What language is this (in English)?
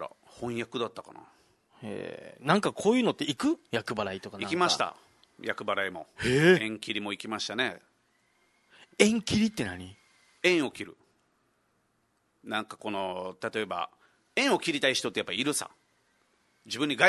Japanese